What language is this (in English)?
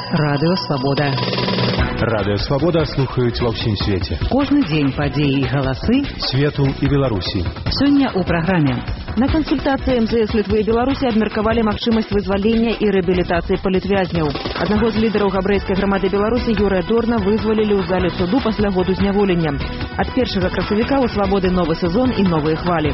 Belarusian